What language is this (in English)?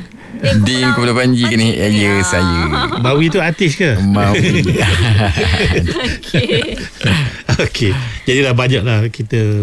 Malay